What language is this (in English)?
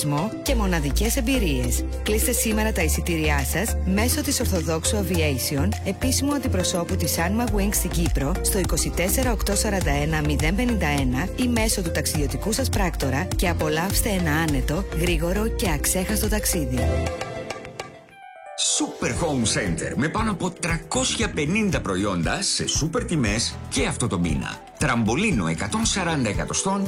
Greek